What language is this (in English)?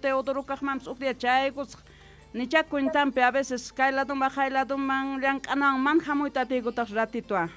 South Bolivian Quechua